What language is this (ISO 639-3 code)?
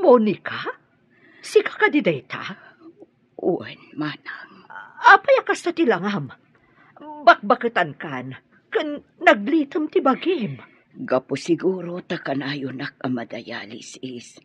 ilo